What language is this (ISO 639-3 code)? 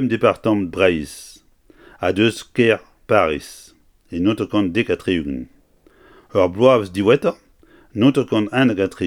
bre